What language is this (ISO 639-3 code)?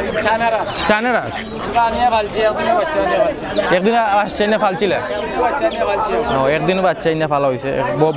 syl